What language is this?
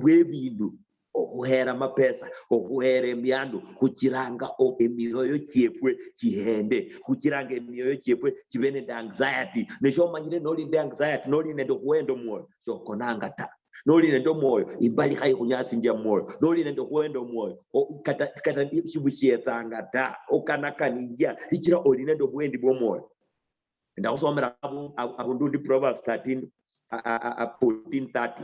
Luyia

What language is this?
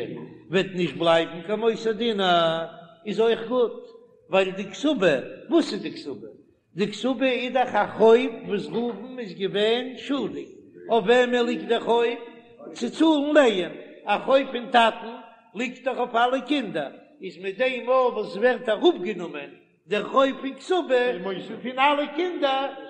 Yiddish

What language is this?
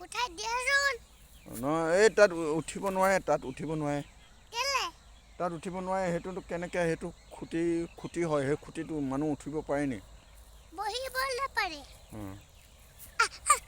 Assamese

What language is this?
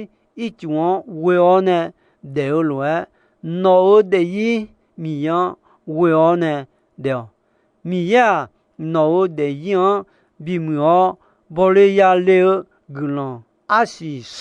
Akha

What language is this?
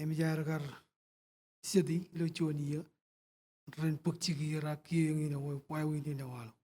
Marshallese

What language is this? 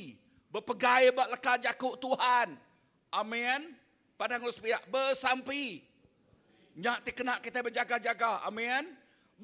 Iban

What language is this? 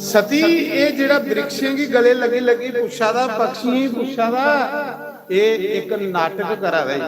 Dogri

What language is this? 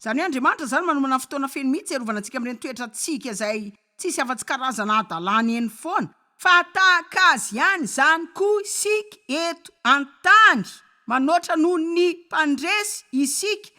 Malagasy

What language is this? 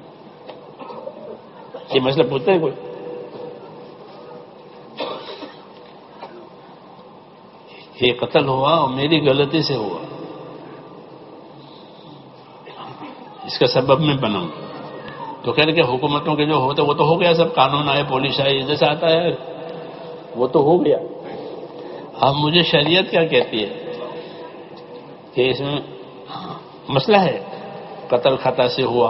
Urdu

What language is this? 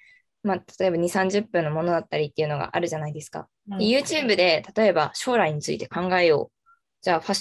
Japanese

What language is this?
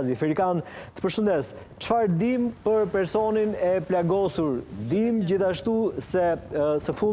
Albanian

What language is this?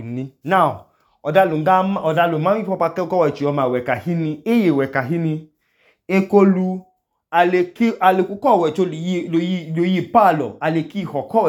Idoma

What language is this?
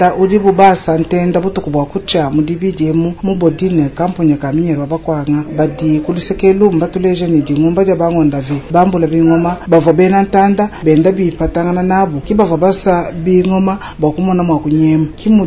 Luba-Lulua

